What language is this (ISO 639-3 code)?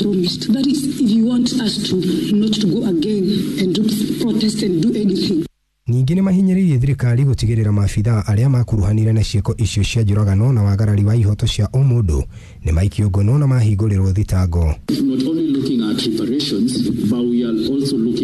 kik